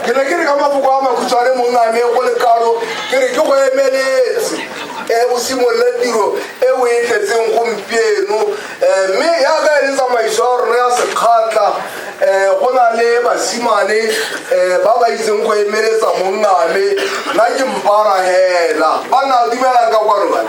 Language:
Tswana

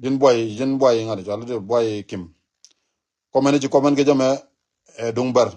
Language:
Nuer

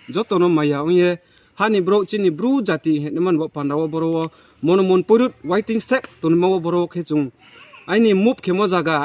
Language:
Riang (India)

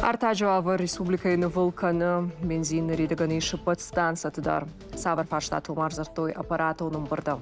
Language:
Ossetic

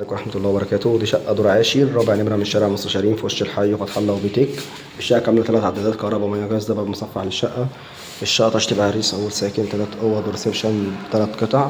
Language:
Egyptian Arabic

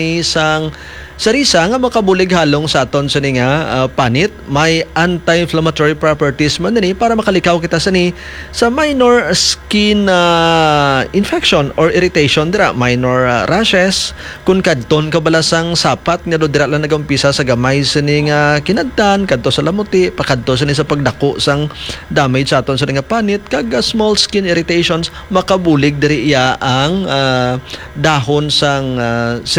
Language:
Hiligaynon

